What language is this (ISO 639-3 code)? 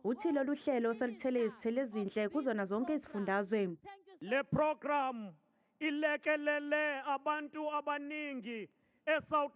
zul